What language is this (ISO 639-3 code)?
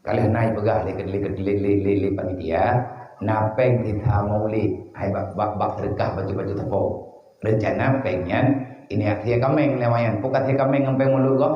ace